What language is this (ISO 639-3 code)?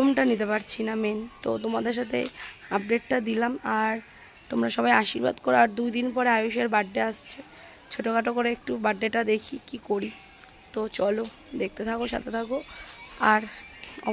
ben